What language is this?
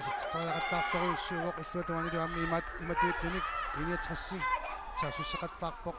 Kalaallisut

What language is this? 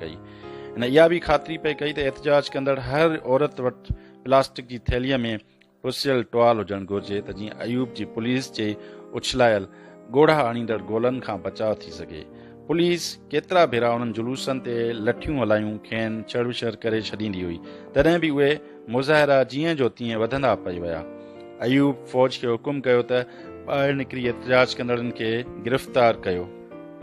Sindhi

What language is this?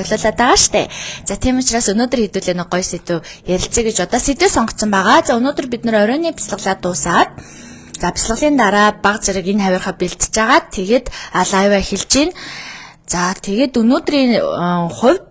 Mongolian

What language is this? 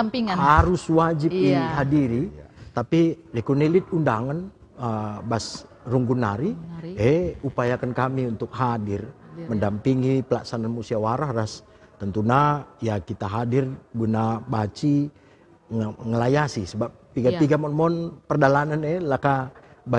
Batak Karo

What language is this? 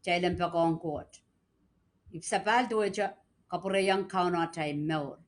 Pohnpeian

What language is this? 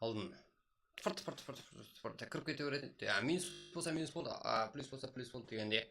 Kara-Kalpak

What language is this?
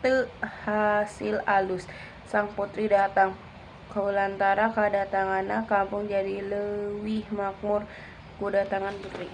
Sundanese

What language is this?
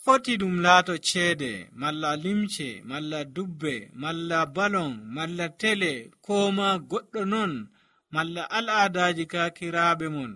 Nigerian Fulfulde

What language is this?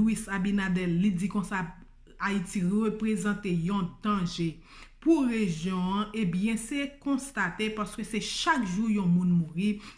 Haitian Creole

